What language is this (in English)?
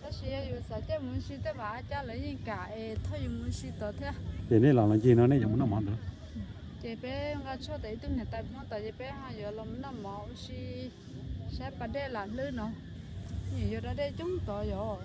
Hmong